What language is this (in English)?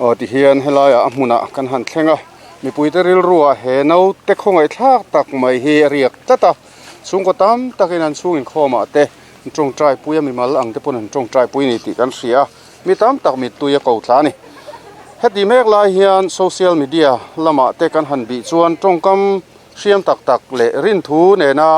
Mizo